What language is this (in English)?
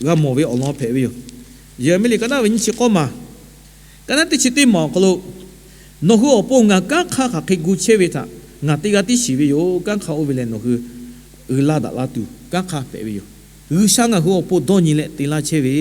Lahu